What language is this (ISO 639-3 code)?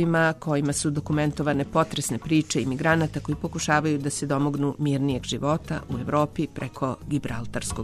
srp